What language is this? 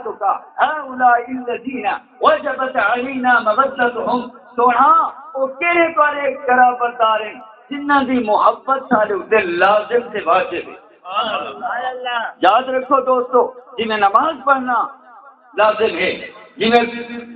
Saraiki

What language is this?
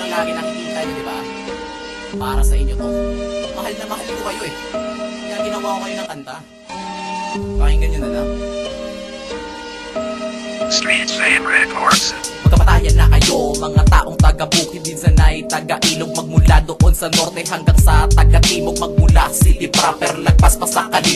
Filipino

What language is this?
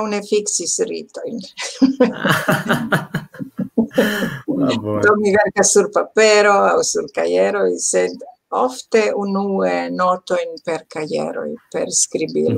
Esperanto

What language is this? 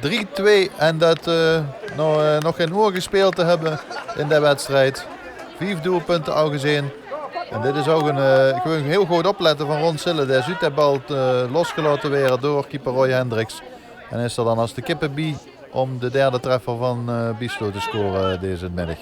Limburgish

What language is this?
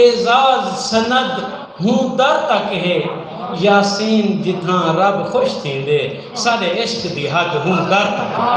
Saraiki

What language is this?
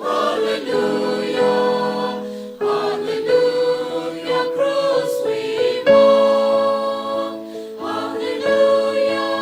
Tangkhul Naga (India)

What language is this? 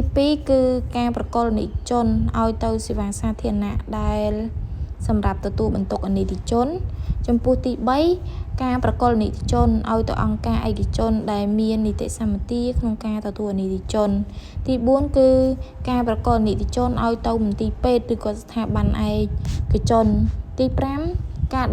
Khmer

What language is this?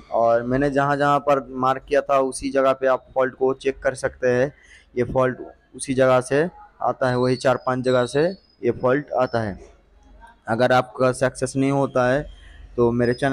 Hindi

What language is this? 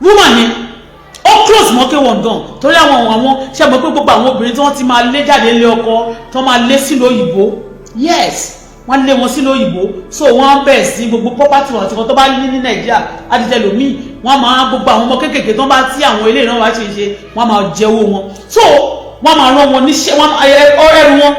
Yoruba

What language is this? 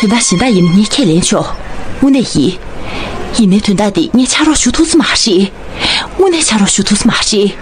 Tibetan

